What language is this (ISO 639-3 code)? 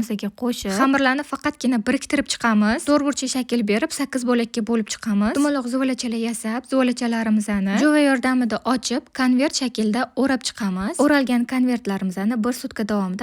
uzb